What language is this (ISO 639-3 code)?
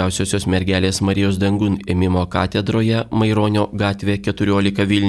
lit